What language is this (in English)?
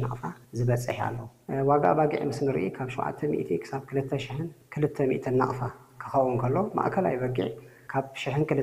Tigrinya